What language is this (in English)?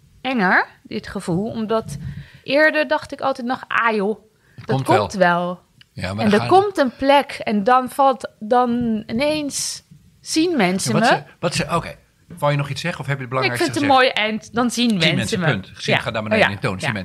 Dutch